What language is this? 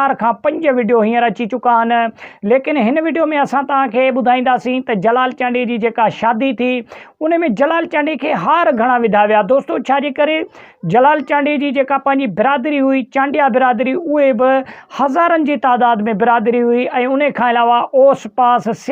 Sindhi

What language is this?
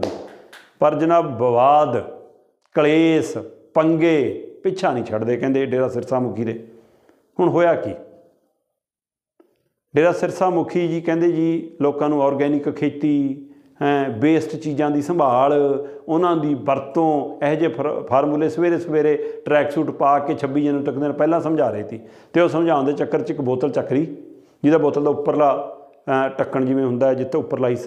Punjabi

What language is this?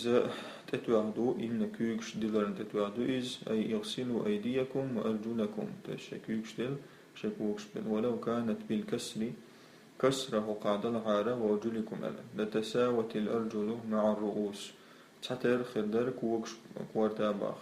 Chechen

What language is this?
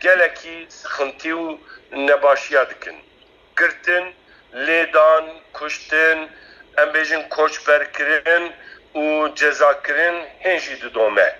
Kurdish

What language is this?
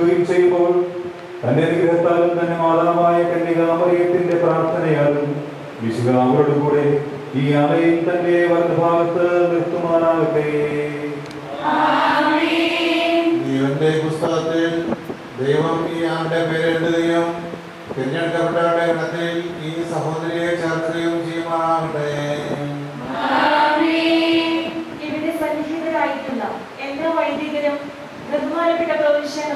Malayalam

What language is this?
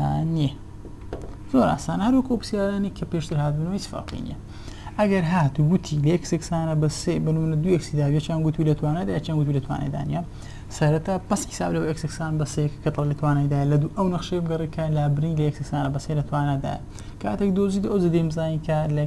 Central Kurdish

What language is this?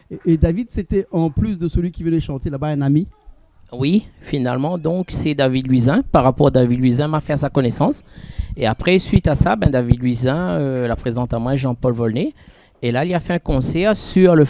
Réunion Creole French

